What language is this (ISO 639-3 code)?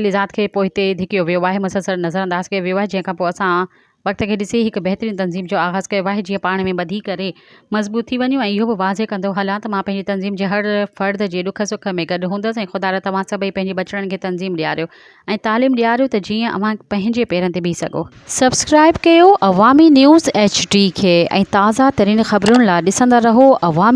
snd